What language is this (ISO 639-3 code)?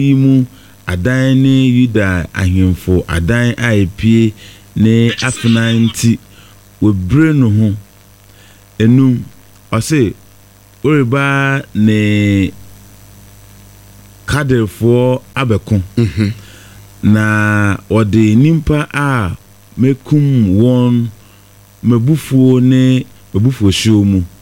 aka